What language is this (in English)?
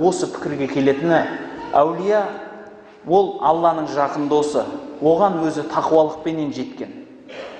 Kazakh